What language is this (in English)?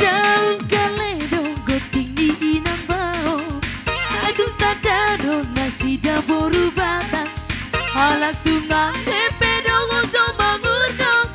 Batak Toba